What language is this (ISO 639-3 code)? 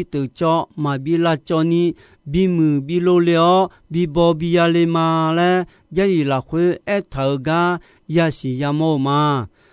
ahk